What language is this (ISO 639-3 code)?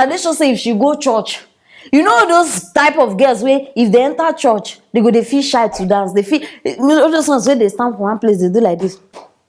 pcm